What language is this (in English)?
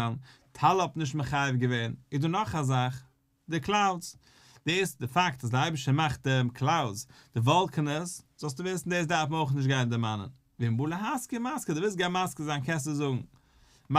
Yiddish